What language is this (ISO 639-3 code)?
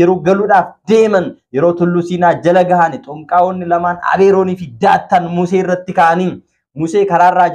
orm